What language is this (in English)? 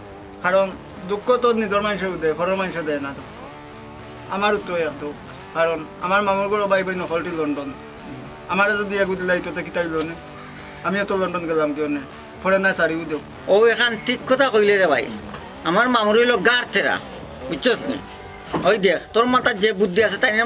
Sylheti